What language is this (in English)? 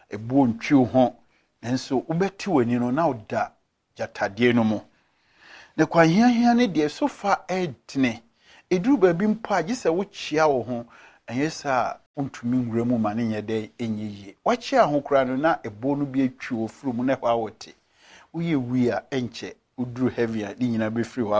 Akan